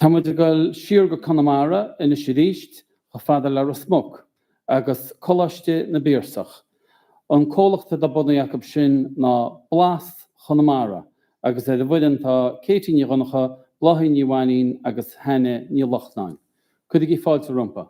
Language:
Irish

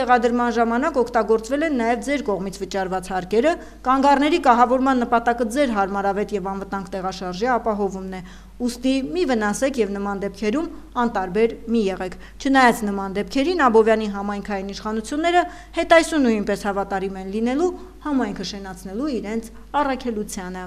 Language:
Armenian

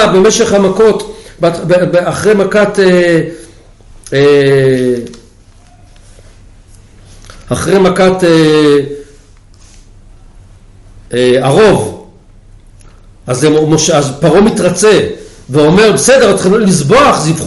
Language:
Hebrew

